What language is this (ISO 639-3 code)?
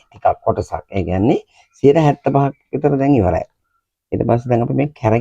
sin